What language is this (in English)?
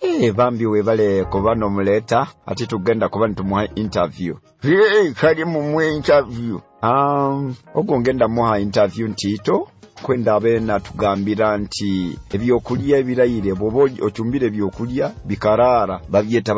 Nyoro